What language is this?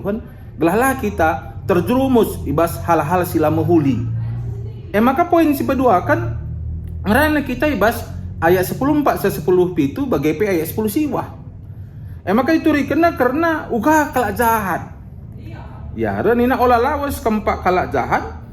Batak Karo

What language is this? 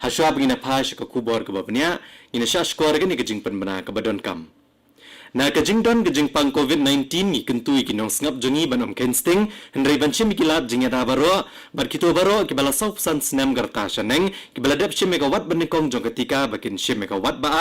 Khasi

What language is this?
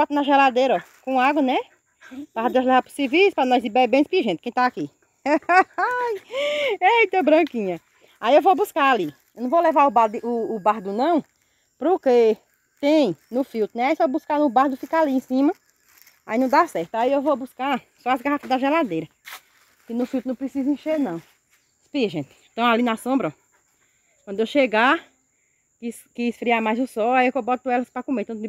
Portuguese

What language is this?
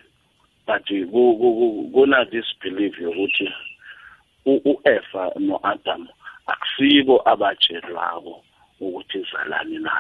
South Ndebele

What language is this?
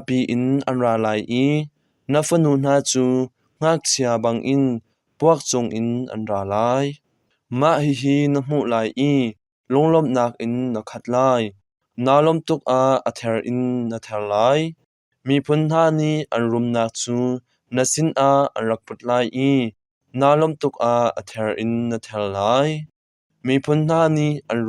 Hakha Chin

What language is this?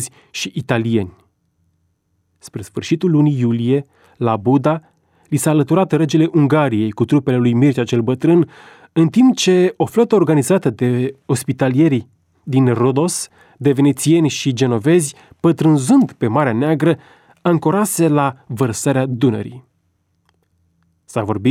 Romanian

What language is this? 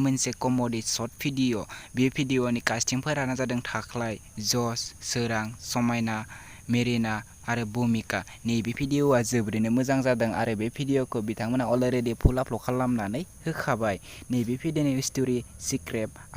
Bodo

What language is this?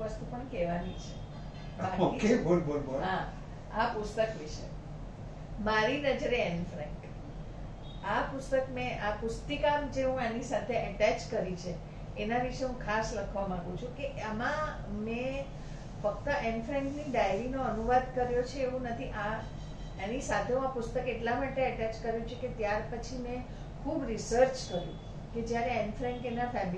Gujarati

